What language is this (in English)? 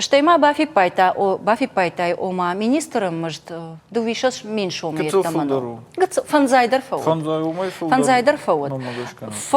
Ossetic